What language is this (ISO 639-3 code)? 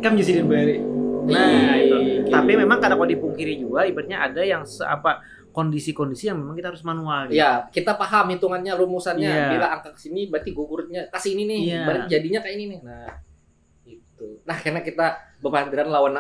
bjn